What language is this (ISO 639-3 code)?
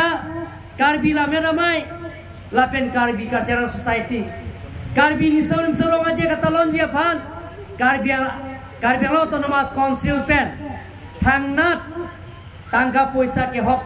mjw